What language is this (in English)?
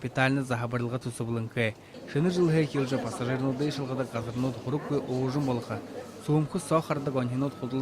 Buriat